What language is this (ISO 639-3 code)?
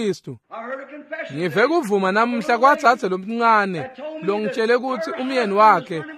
ssw